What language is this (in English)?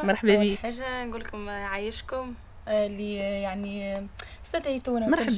Tunisian Arabic